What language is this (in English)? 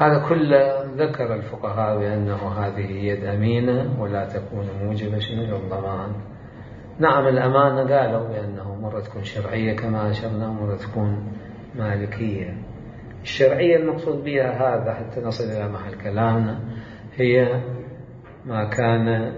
Mesopotamian Arabic